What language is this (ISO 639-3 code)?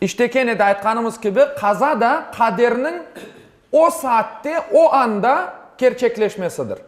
crh